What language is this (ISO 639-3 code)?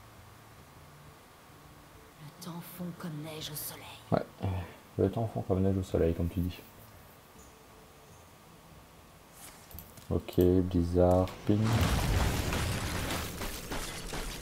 fra